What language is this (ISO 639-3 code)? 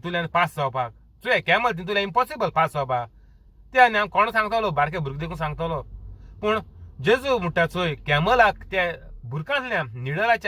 kok